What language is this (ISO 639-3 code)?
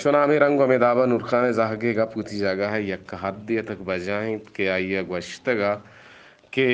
bgp